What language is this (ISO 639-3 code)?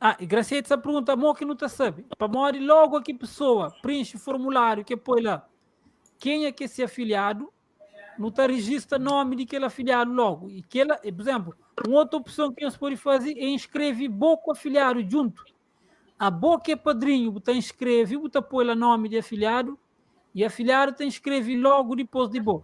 kea